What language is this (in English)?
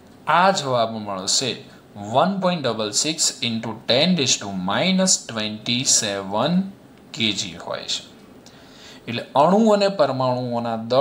Gujarati